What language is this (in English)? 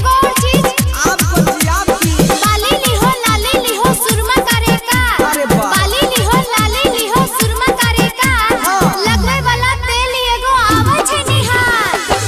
Maithili